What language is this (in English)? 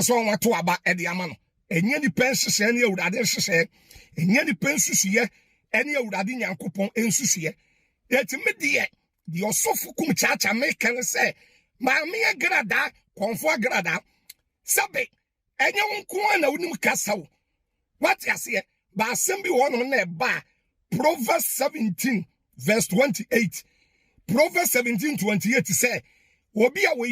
Akan